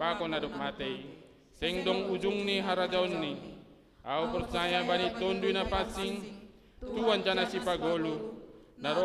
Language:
Batak Simalungun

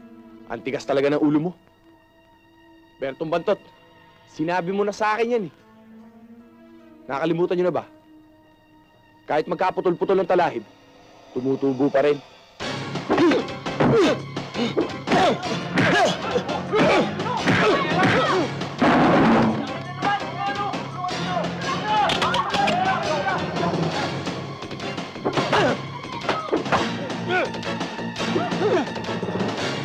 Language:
Filipino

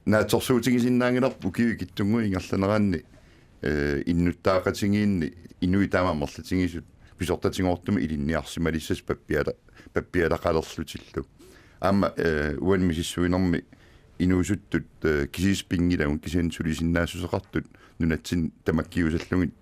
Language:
Kalaallisut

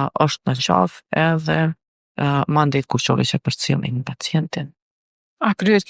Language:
Albanian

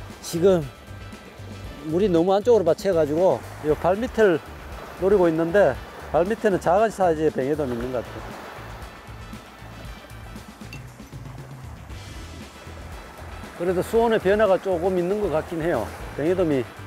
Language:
Korean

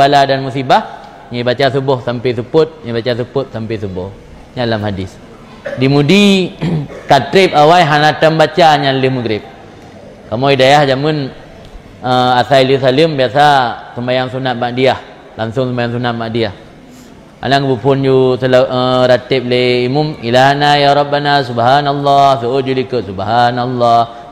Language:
Achinese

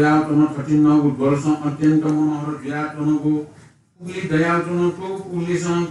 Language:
Newari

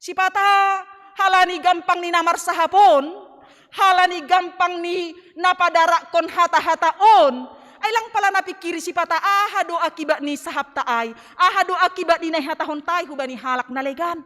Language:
Batak Simalungun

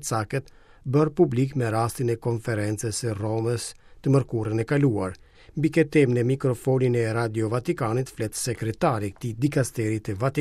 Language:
Albanian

